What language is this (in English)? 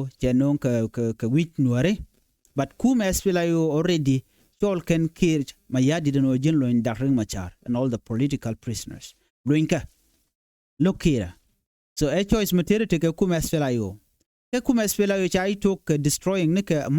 Nuer